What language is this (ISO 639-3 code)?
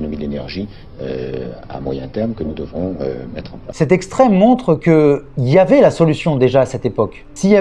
fra